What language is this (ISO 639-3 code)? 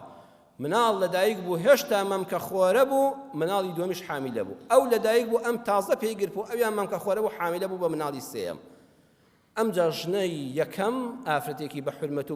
ckb